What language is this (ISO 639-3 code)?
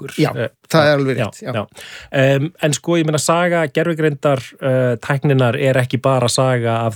isl